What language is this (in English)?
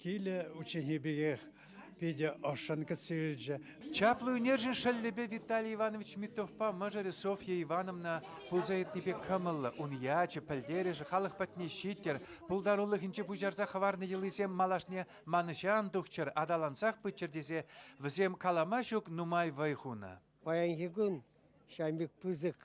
Chuvash